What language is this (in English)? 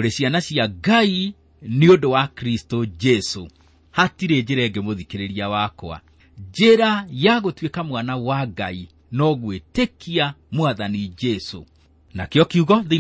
Kikuyu